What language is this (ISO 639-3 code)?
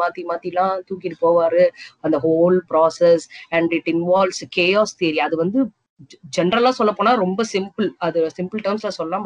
tam